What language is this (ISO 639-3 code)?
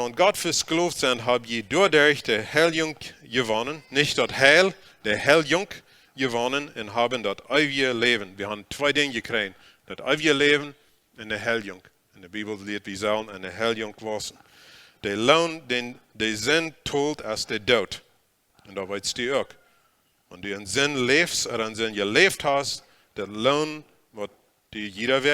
pdt